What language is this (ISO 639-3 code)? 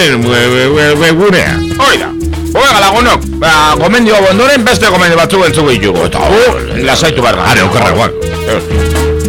eus